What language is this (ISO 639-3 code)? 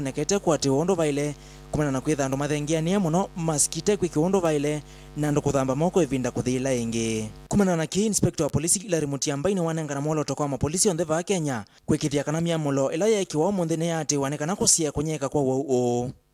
kam